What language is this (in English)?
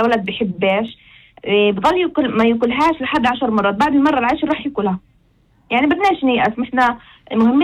North Levantine Arabic